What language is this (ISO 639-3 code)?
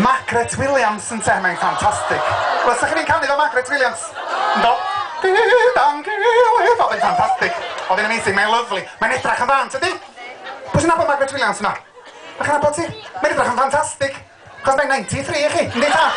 cym